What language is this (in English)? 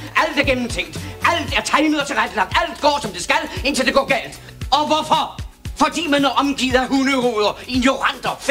Danish